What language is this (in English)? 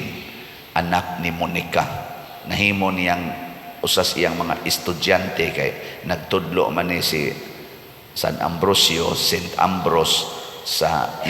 Cebuano